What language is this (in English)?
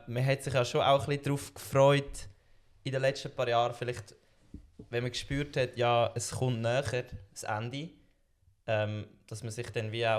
Swiss German